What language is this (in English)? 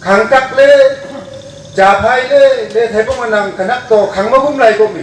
Wancho Naga